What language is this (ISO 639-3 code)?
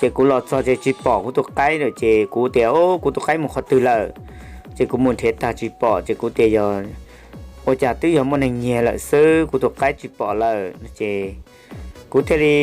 hmn